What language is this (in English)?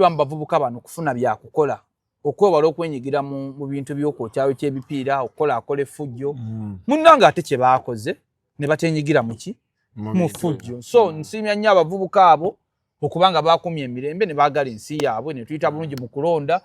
Ganda